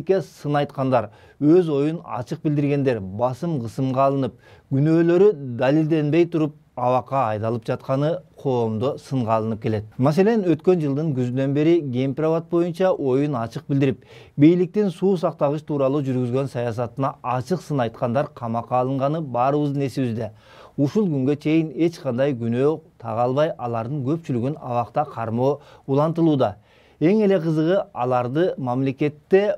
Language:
Kyrgyz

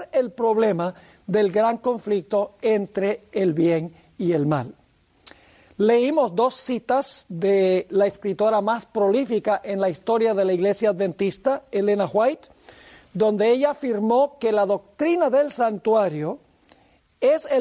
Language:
Spanish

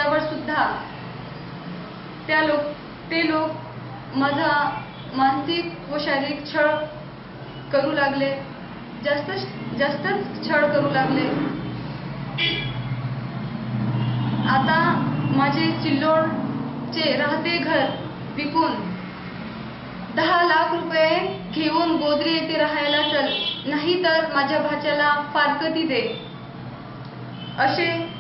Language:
Marathi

